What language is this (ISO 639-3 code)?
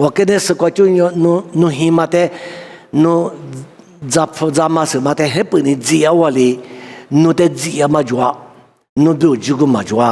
lis